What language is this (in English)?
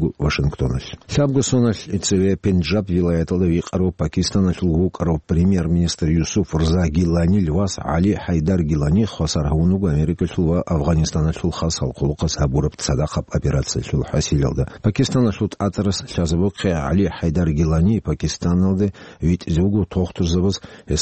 Avaric